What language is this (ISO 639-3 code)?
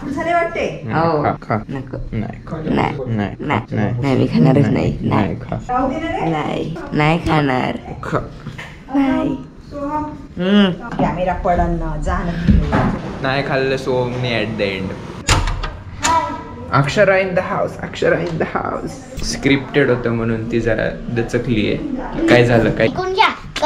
mar